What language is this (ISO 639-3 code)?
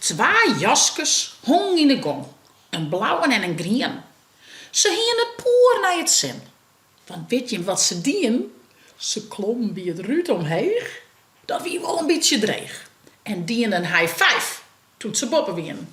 fry